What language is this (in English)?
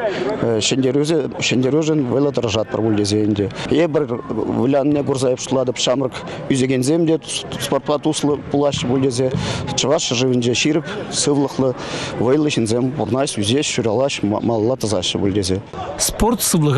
Chuvash